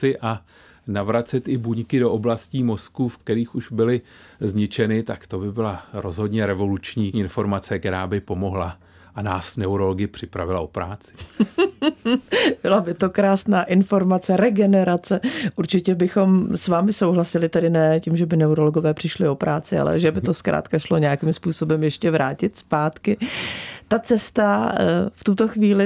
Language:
Czech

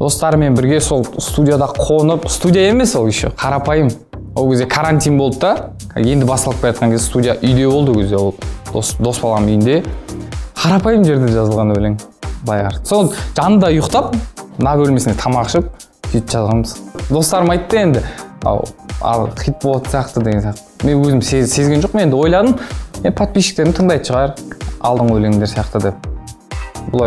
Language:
Kazakh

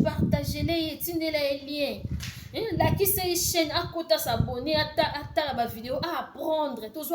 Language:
Lingala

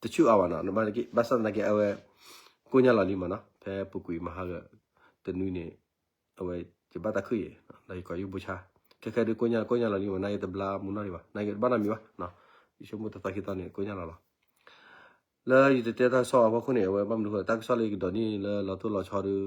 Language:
S'gaw Karen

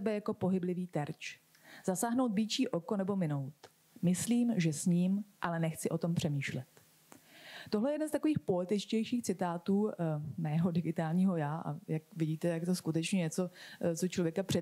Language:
Czech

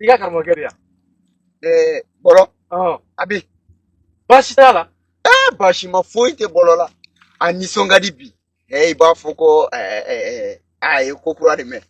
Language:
Bambara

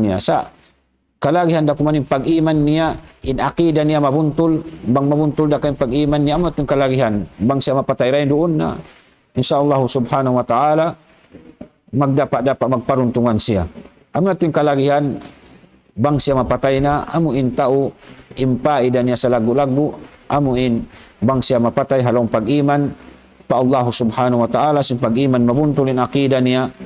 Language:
Tausug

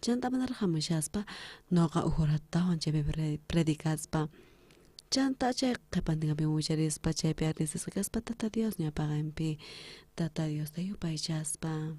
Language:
South Bolivian Quechua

